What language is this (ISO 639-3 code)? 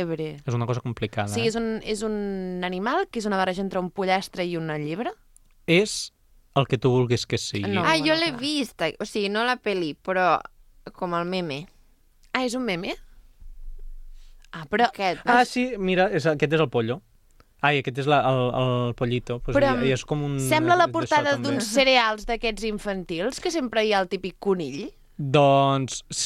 cat